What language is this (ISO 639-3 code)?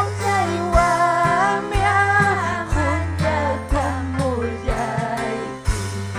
quy